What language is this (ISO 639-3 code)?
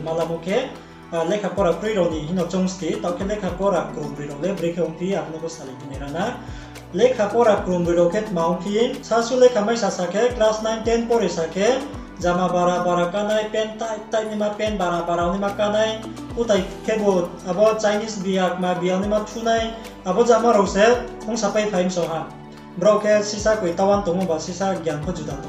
ria